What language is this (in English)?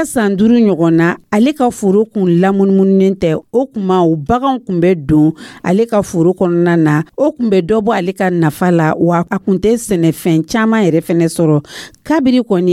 Dyula